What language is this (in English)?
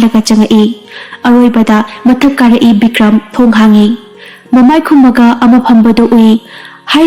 Manipuri